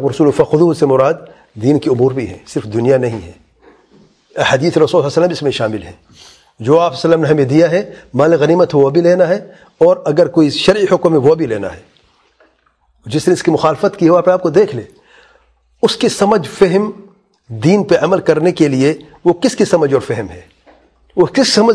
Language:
Urdu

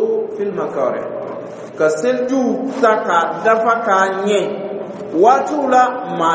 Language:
Dyula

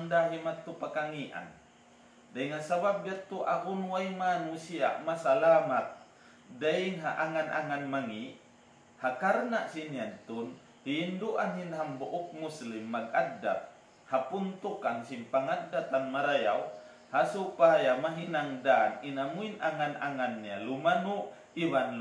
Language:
Tausug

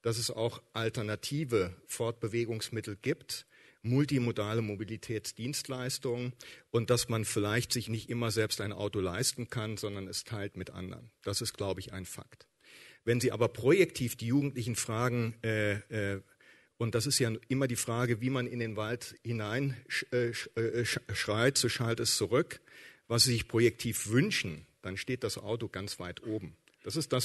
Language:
German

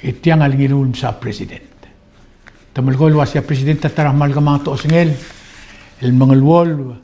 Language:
Palauan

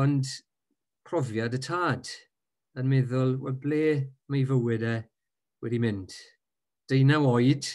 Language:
Welsh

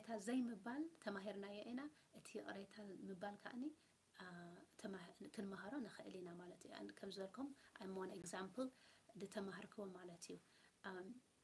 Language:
Tigrinya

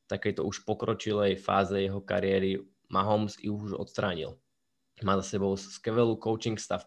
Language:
Slovak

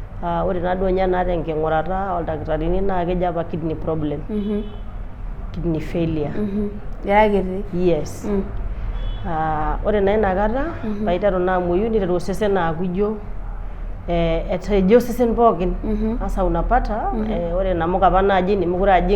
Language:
Masai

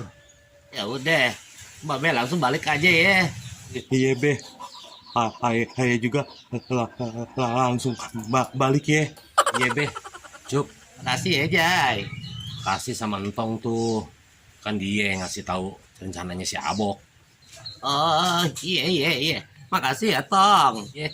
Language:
Betawi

